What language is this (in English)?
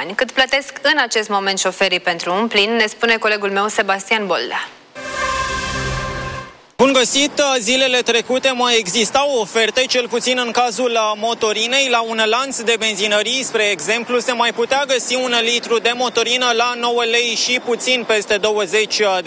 Romanian